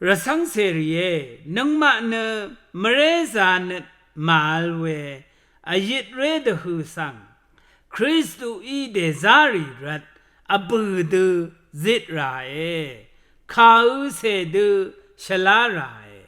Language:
Rawang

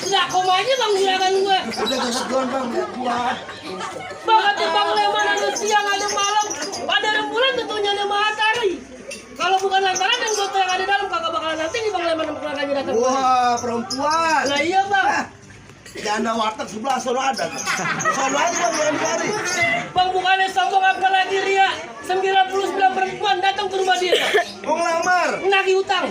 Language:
Betawi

